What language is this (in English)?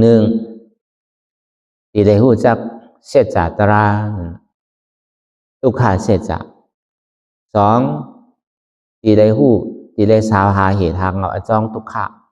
Shan